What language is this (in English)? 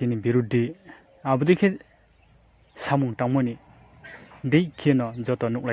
Riang (India)